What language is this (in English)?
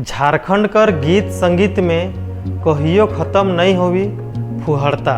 Sadri